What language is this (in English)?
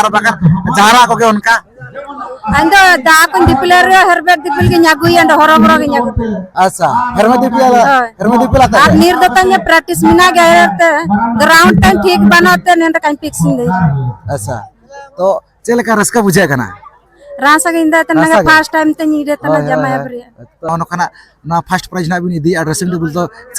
Santali